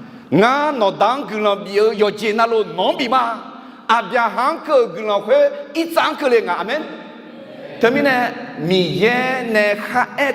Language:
Akha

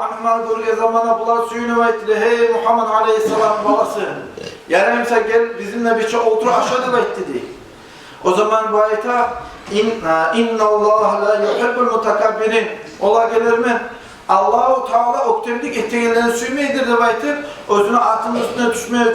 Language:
Kumyk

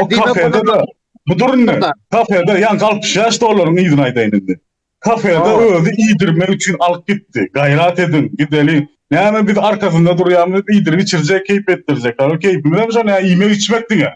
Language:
Turkmen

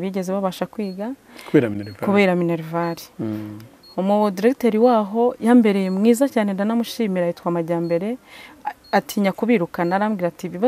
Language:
Kinyarwanda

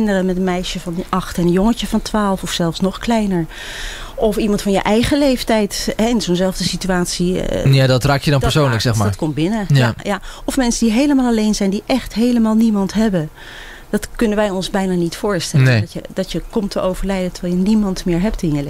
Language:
Dutch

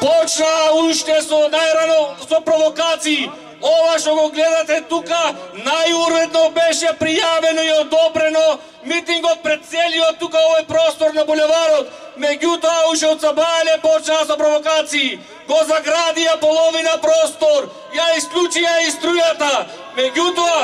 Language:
Macedonian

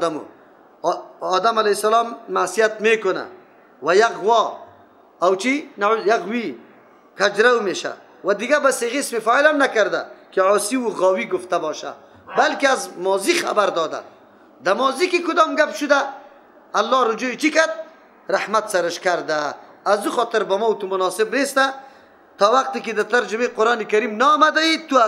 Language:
Persian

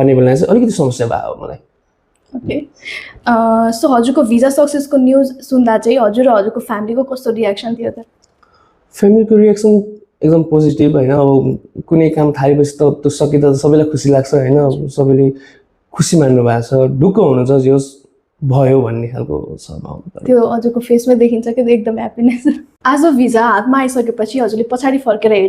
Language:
Nepali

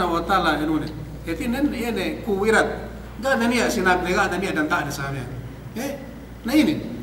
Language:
Yakan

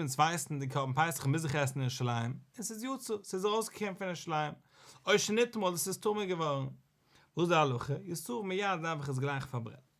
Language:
Yiddish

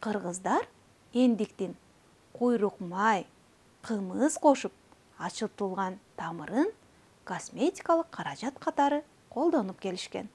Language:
Kyrgyz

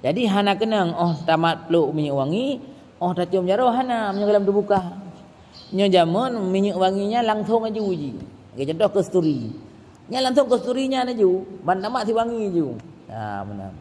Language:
Achinese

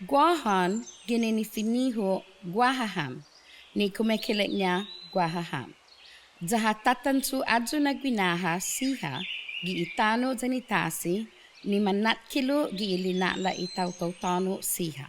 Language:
Chamorro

